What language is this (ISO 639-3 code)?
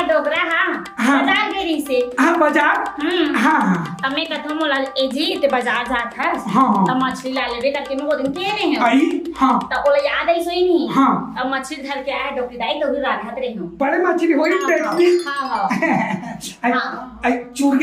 hne